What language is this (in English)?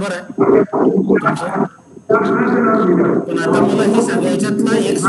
Marathi